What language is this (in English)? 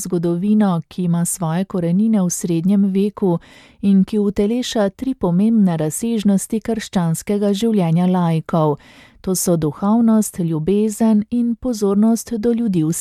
Slovenian